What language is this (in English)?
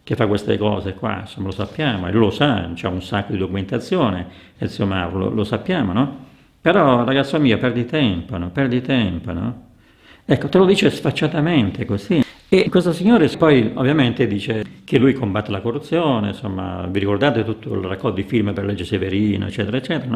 Italian